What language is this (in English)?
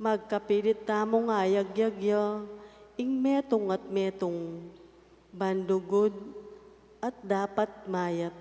Pampanga